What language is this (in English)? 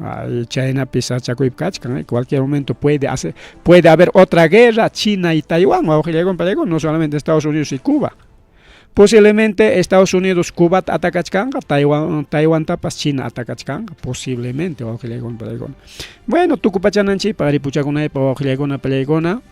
Ayacucho Quechua